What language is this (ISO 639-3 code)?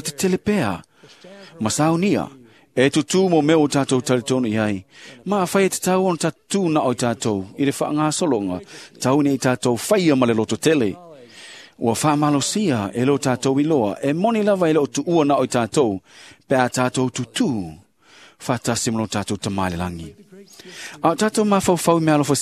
smo